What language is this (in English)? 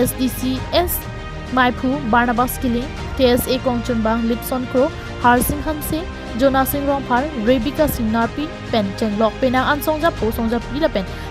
Karbi